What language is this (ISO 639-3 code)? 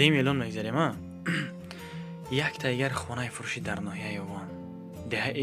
tgk